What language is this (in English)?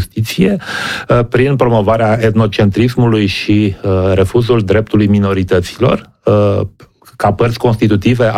Romanian